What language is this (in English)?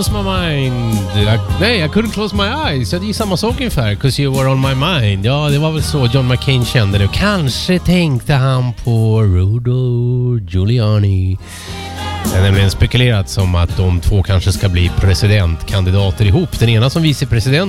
Swedish